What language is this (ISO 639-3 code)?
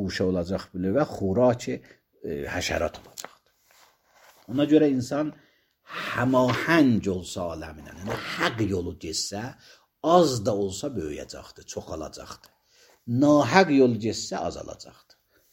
aze